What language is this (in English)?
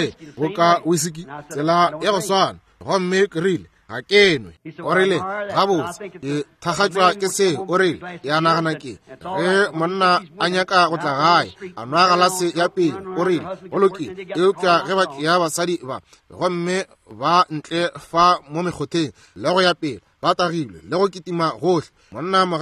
Northern Sotho